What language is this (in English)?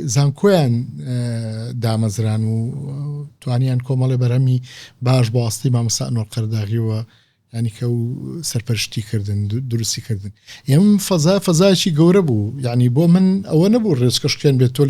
Central Kurdish